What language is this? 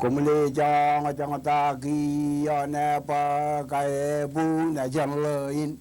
Marshallese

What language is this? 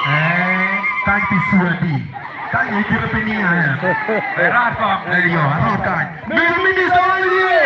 Acoli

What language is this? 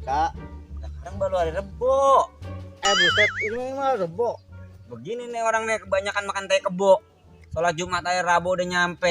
Betawi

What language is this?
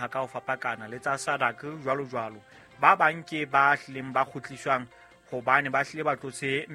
Southern Sotho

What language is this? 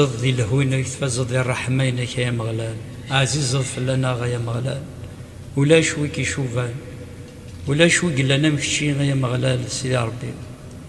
Kabyle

